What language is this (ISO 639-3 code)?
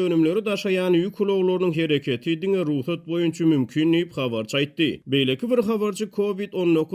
tuk